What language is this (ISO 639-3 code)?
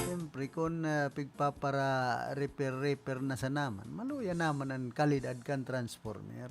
bik